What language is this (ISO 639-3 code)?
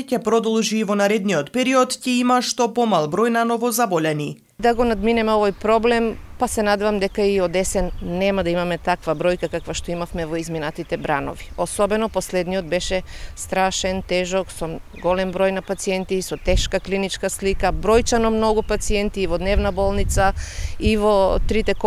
mkd